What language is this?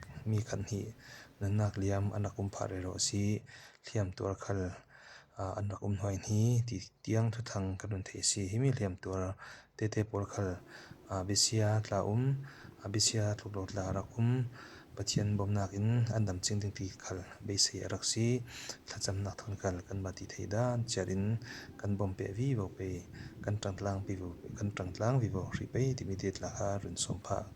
Falam Chin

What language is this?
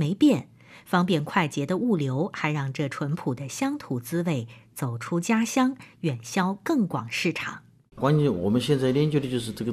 Chinese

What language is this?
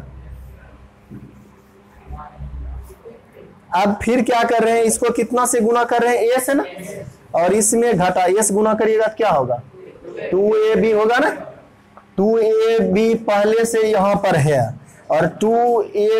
Hindi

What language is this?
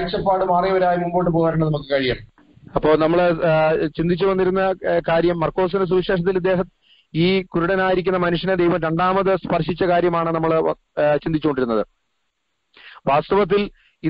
Malayalam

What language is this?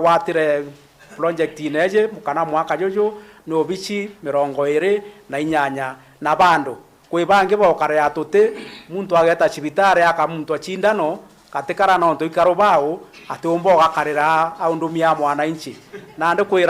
Meru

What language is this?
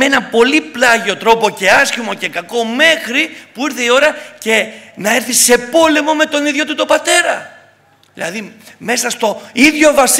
Greek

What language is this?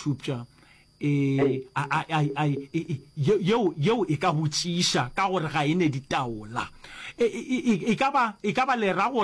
Northern Sotho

